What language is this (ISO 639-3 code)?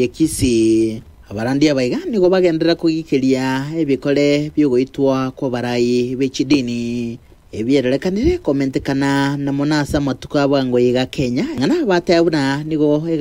guz